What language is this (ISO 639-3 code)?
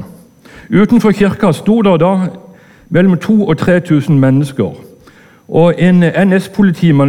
nor